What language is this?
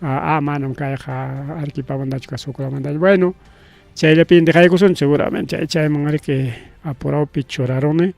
Ayacucho Quechua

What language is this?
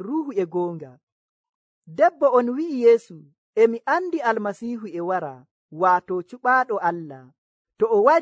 Nigerian Fulfulde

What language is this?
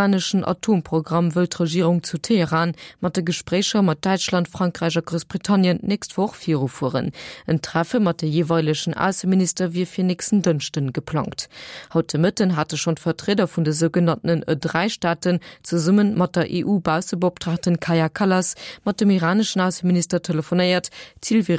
Luxembourgish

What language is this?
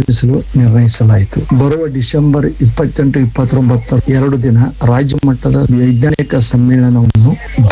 Kannada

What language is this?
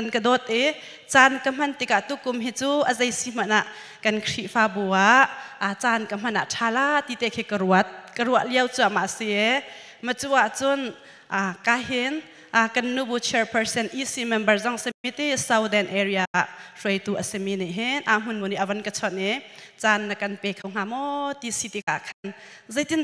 Hakha Chin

